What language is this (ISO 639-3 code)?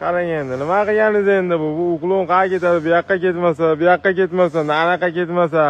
uzb